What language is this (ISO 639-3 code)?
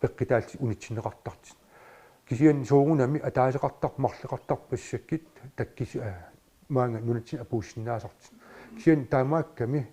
kal